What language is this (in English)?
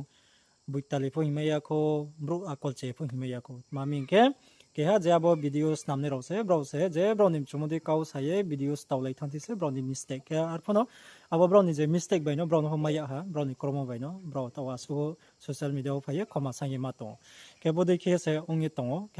Riang (India)